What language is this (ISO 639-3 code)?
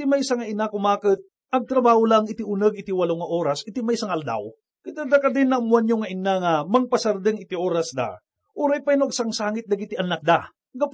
ilo